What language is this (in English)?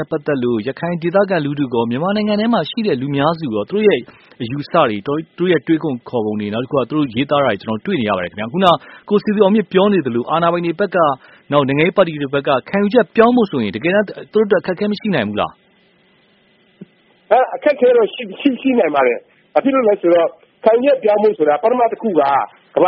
Burmese